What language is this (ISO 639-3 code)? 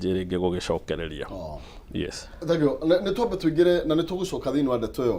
kik